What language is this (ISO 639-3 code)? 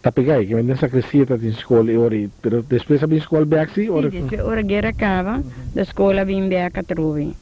pap